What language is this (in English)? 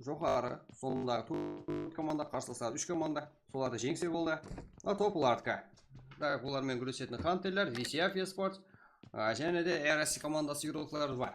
Kara-Kalpak